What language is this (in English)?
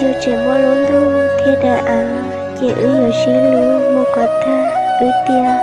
Hmong